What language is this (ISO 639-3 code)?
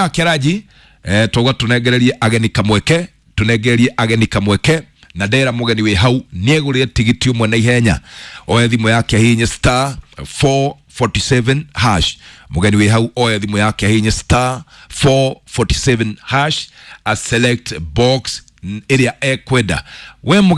kik